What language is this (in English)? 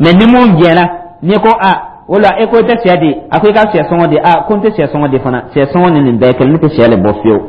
Dyula